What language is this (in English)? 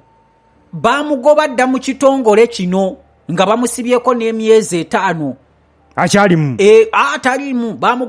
Ganda